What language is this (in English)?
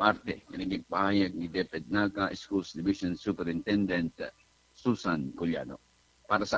Bikol